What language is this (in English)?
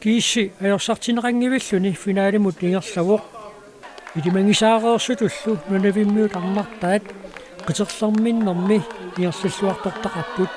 Kalaallisut